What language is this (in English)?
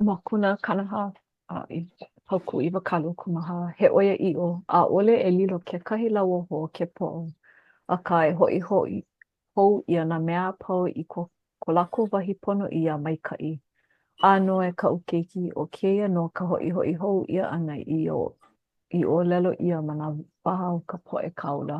Hawaiian